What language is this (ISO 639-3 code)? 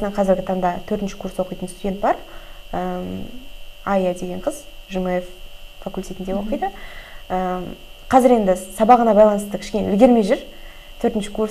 kaz